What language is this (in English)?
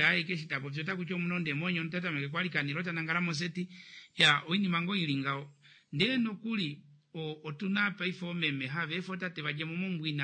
Kuanyama